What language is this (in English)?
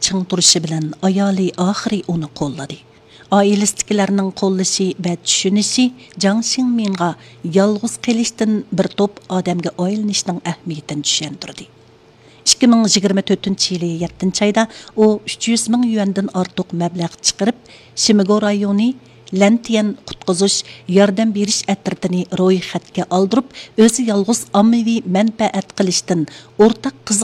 Uyghur